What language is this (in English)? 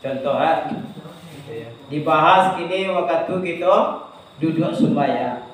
Minangkabau